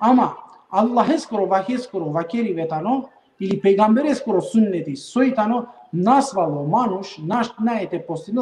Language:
Balkan Romani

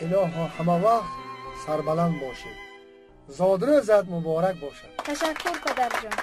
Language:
Tajik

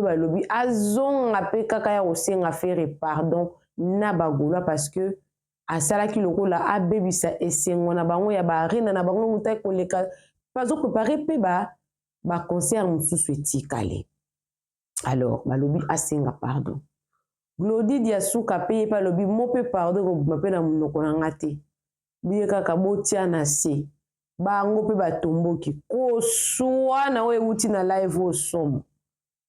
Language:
Lingala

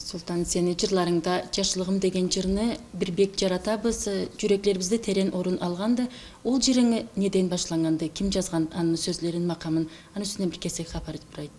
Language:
Karachay-Balkar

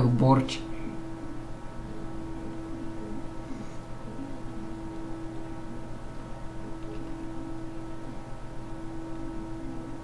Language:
Bulgarian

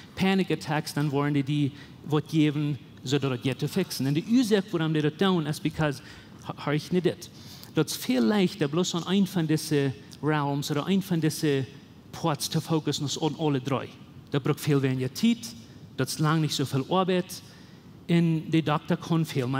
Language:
Plautdietsch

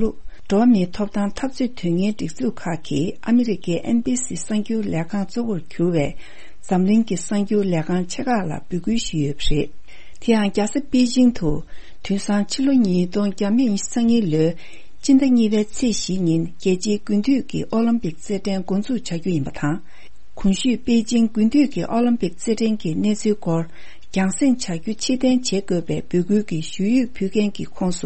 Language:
Tibetan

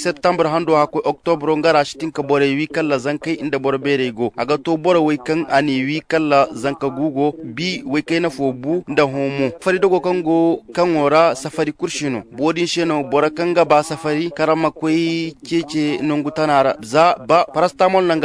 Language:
Zarma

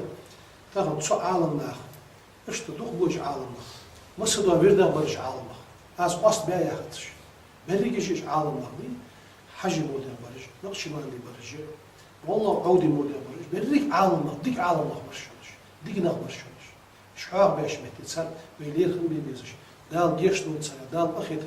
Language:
Ingush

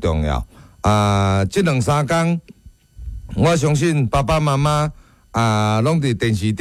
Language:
Min Nan Chinese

